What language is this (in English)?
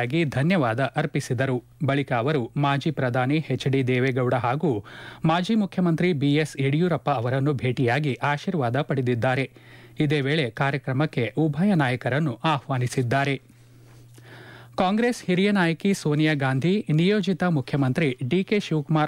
Kannada